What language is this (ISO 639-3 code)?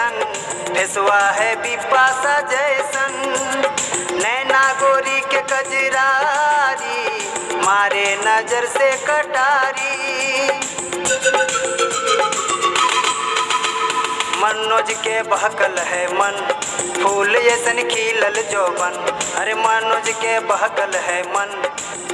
bho